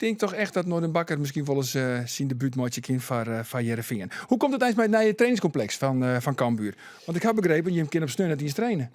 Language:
Western Frisian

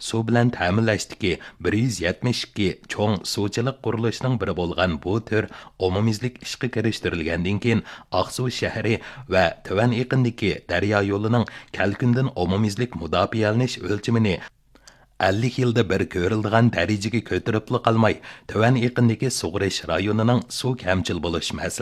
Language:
Uyghur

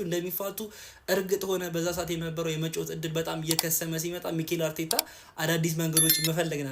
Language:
Amharic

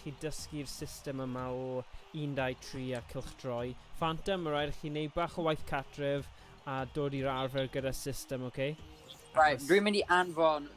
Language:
Welsh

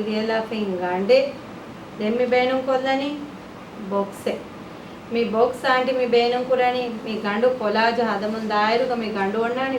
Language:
Divehi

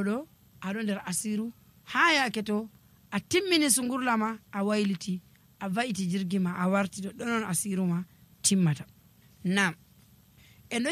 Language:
Nigerian Fulfulde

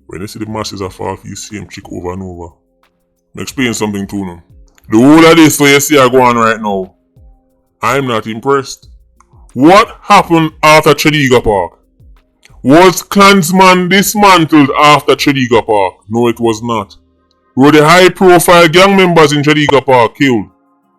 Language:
Jamaican Creole English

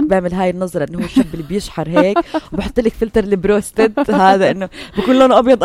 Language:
North Levantine Arabic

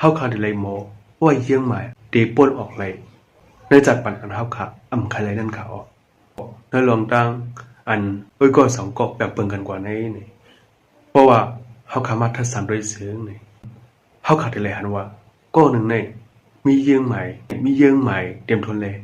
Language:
Shan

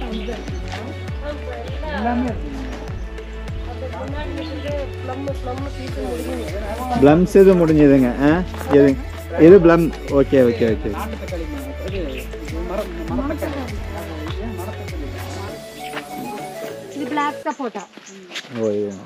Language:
Tamil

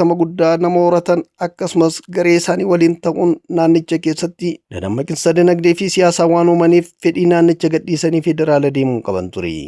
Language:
Oromo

